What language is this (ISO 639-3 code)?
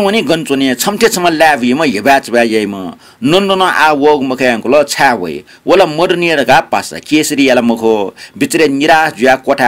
new